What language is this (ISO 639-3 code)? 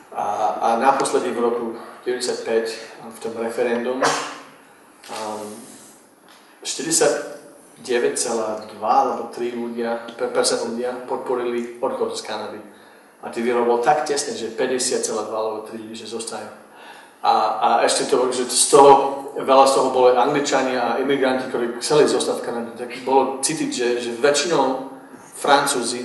slk